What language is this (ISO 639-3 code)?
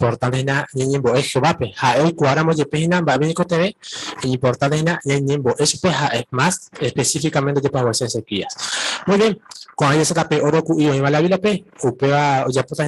grn